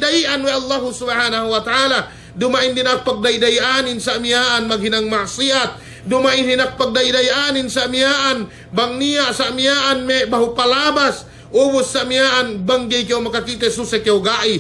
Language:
Yakan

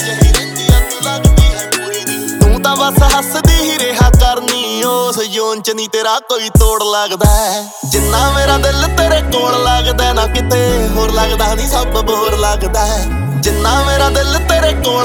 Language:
Punjabi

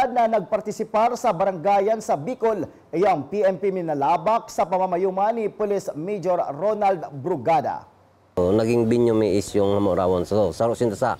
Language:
Bikol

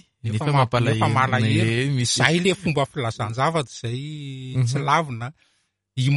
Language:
Malagasy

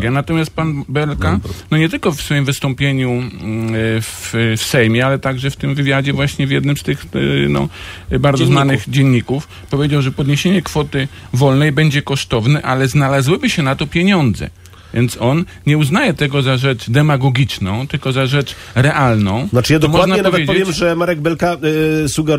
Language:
Polish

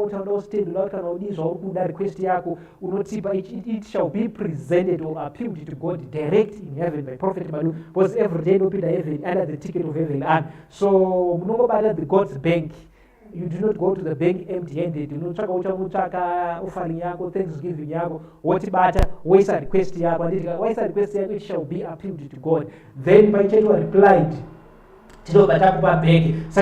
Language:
Shona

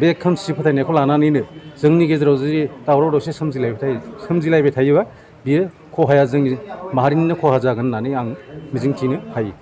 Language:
Bodo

